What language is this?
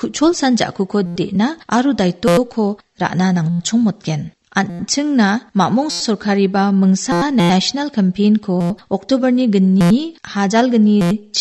Garo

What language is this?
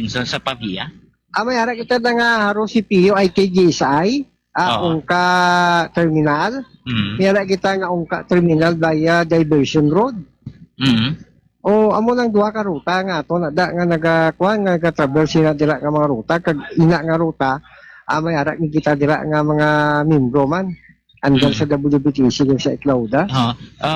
Hiligaynon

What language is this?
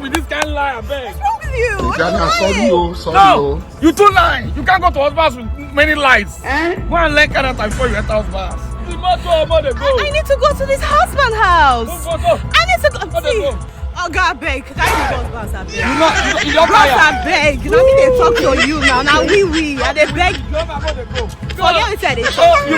Nigerian Pidgin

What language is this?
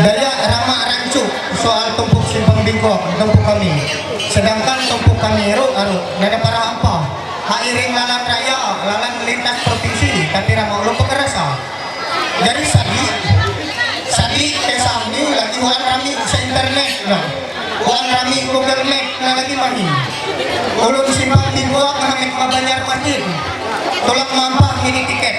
Ma'anyan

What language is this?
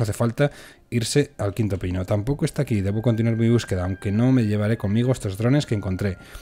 Spanish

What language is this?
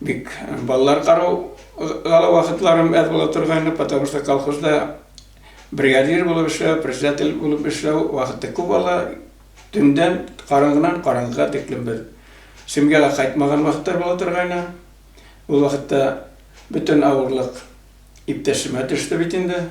Bashkir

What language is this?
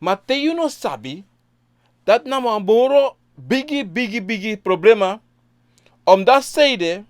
Sranan Tongo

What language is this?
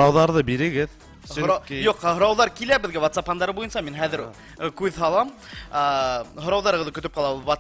Bashkir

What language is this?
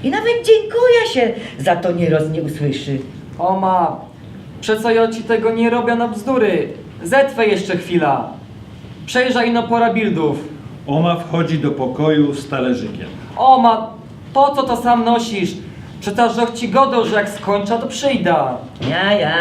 Silesian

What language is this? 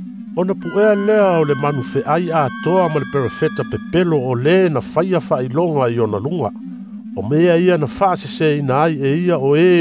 Samoan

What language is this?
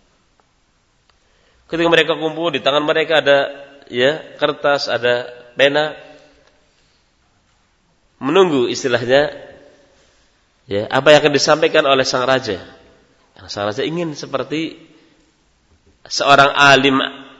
Indonesian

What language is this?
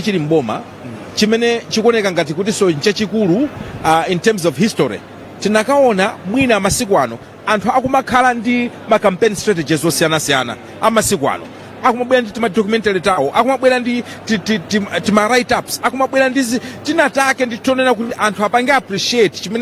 Nyanja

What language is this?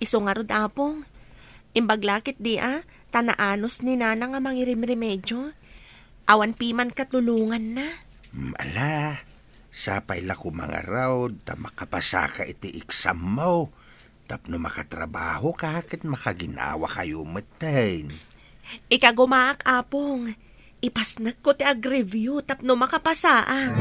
Iloko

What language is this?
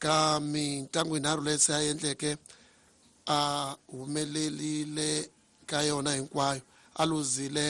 Tsonga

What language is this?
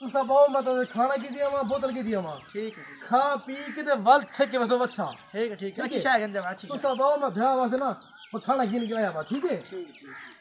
Saraiki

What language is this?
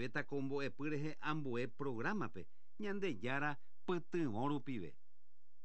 Guarani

